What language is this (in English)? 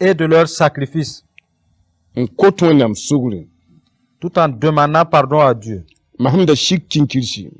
Mossi